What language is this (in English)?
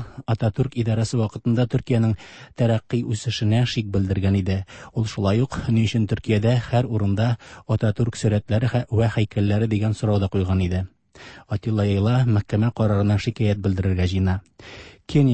Tatar